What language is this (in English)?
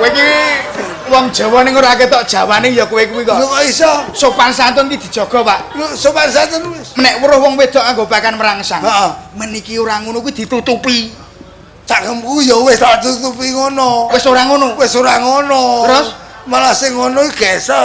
Javanese